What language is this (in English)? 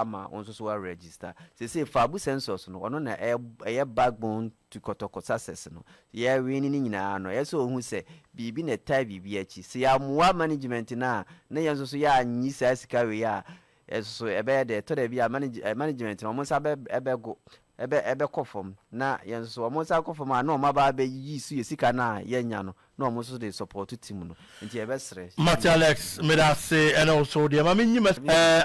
Akan